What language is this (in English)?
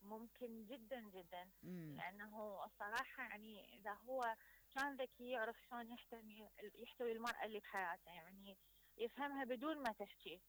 Mesopotamian Arabic